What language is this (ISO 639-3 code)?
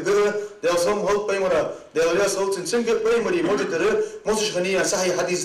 inh